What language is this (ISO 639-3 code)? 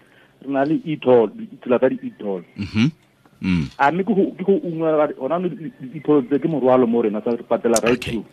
tsn